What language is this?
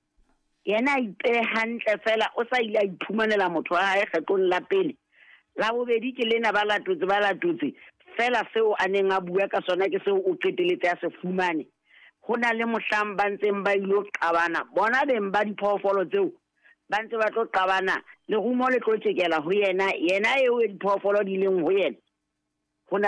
Southern Sotho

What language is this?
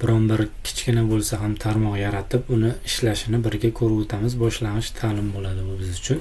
Uzbek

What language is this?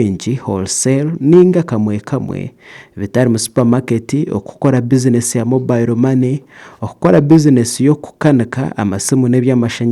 Nyankole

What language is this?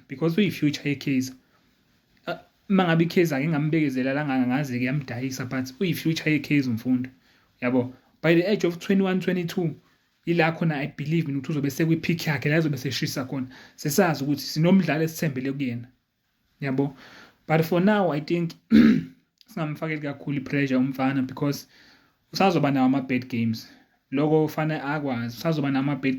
Zulu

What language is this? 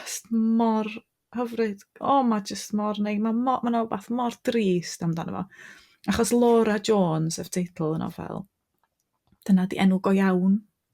Welsh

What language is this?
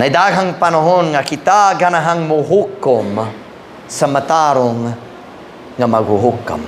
Cebuano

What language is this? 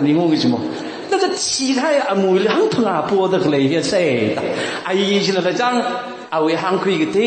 Tangkhul Naga (India)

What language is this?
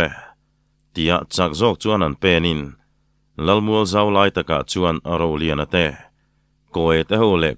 Mizo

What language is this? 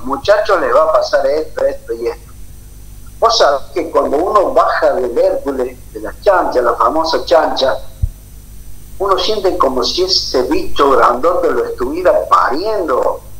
Spanish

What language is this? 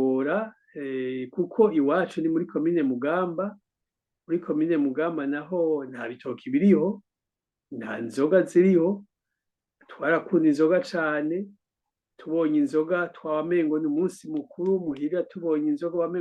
Rundi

